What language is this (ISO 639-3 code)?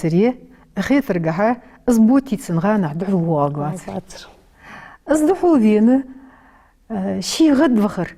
inh